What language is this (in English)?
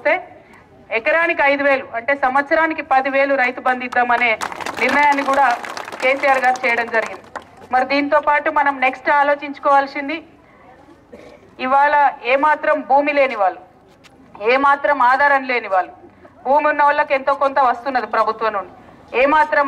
Telugu